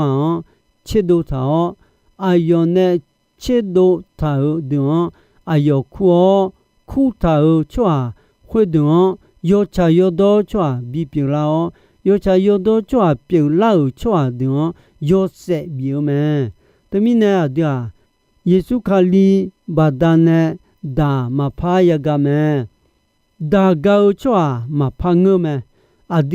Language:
Akha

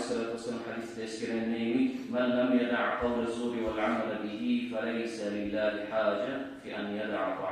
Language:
Kumyk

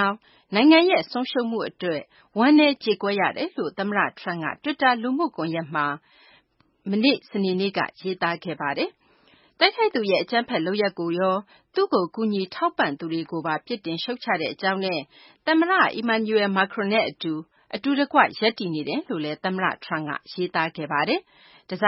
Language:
Burmese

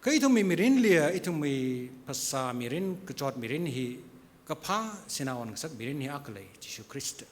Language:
Tangkhul Naga (India)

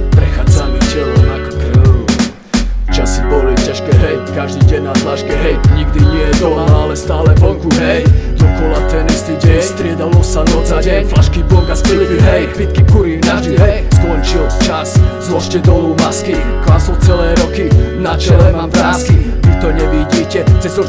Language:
Slovak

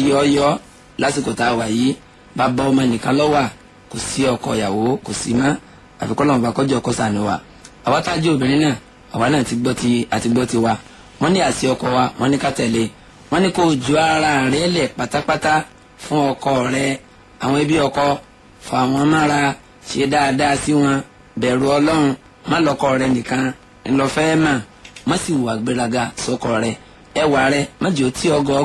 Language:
Yoruba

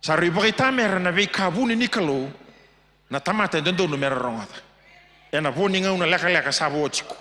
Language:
Fijian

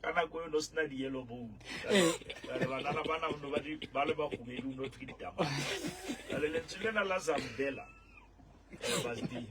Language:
Southern Sotho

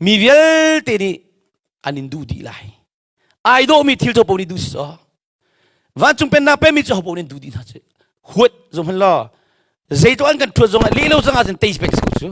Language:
Hakha Chin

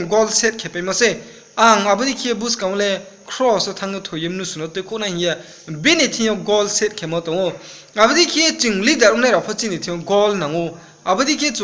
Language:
Riang (India)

